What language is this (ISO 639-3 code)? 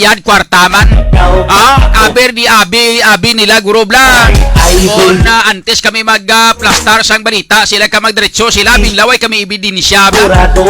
hil